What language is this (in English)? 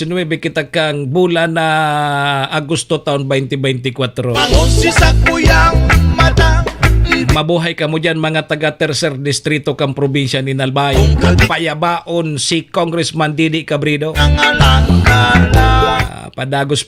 Bikol